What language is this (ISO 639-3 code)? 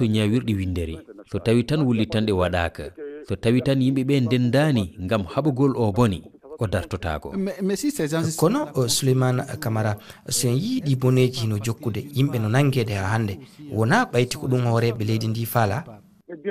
ful